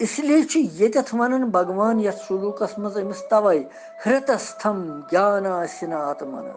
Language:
Kashmiri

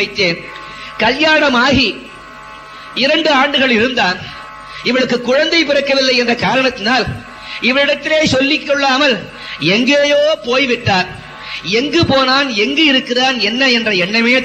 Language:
Tamil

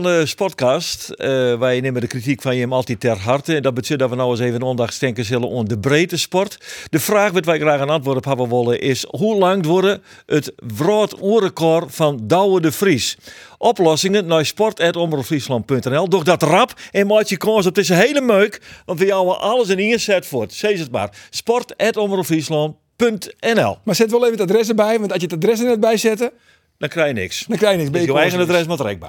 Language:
Western Frisian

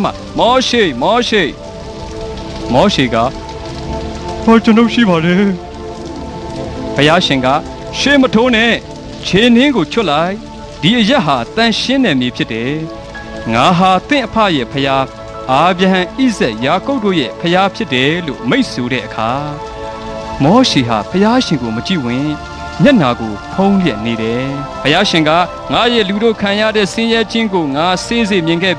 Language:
Burmese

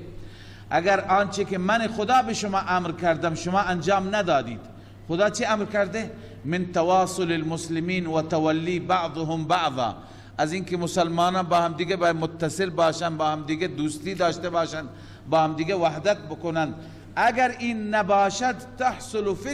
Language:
Persian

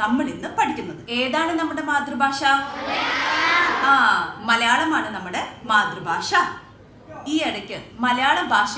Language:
Malayalam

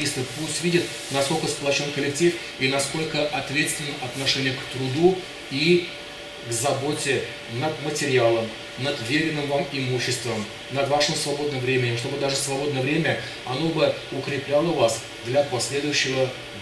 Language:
Russian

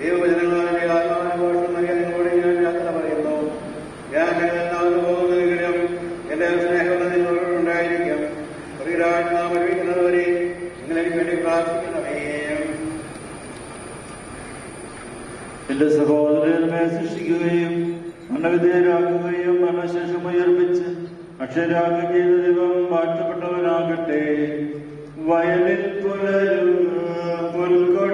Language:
Malayalam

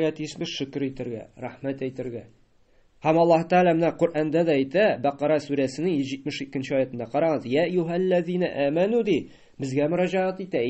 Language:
Tatar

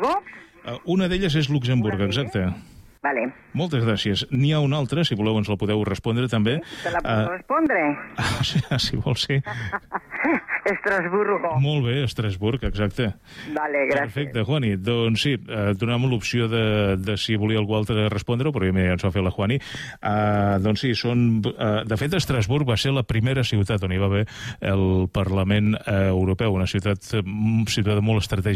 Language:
Catalan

